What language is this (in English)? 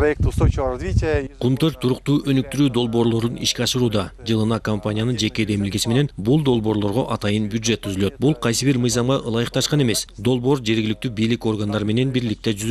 Kyrgyz